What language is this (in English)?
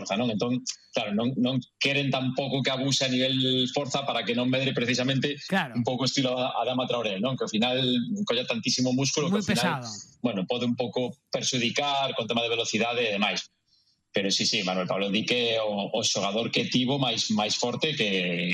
Galician